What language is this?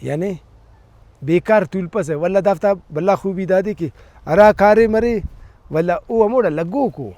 Brahui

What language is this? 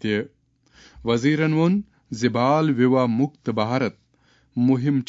Kashmiri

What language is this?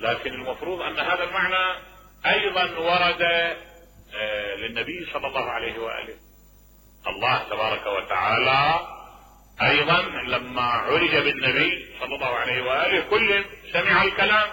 Mesopotamian Arabic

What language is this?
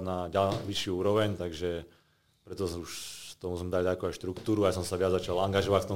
Slovak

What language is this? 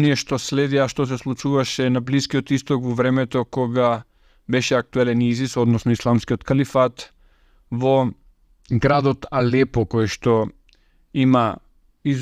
Macedonian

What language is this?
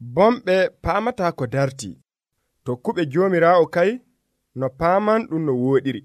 Nigerian Fulfulde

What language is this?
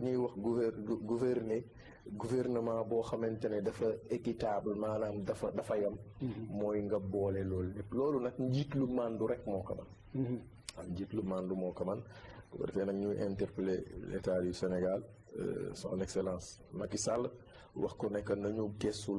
Wolof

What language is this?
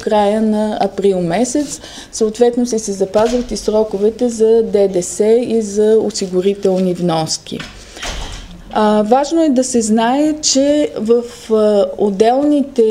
Bulgarian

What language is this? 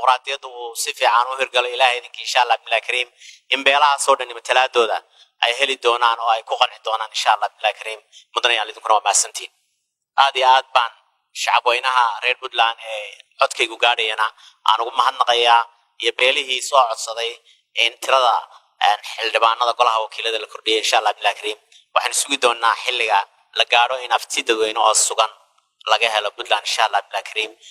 Somali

